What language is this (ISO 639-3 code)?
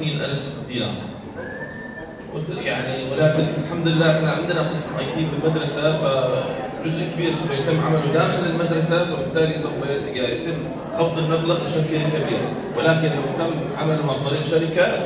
ara